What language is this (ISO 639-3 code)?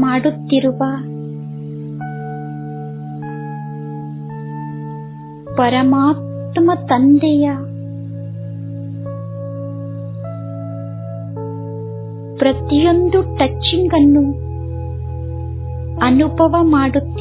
kan